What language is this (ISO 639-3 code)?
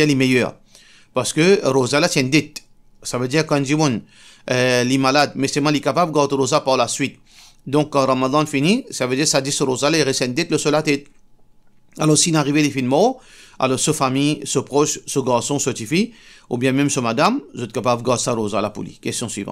mfe